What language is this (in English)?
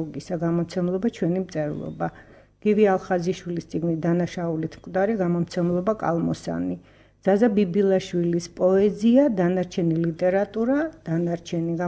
Georgian